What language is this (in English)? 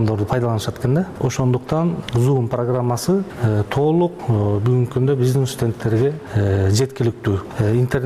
Kyrgyz